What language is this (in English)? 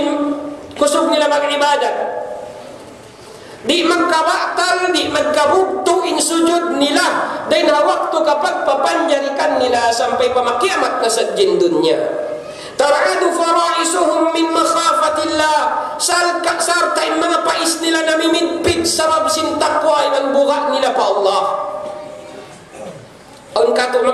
Tausug